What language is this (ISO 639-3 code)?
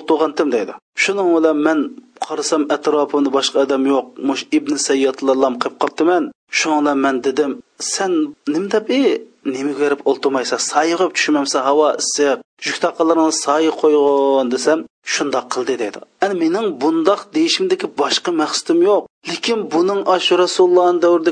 uig